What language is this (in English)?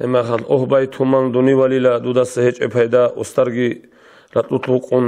Avaric